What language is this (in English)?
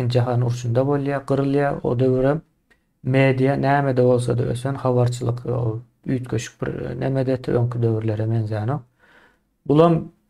Turkmen